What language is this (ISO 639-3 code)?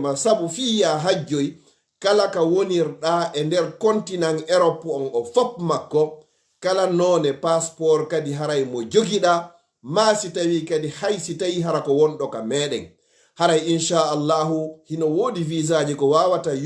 ful